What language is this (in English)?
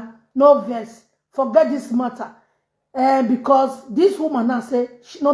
Nigerian Pidgin